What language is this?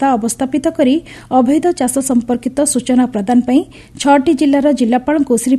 Odia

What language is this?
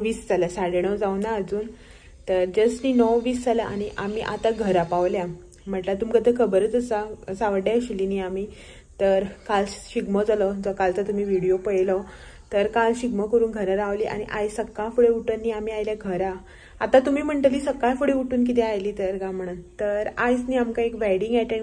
Konkani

